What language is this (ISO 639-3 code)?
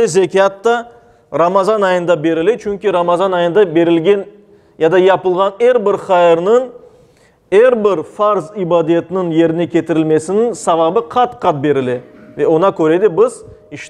crh